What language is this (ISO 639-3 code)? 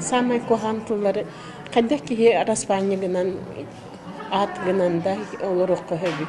sah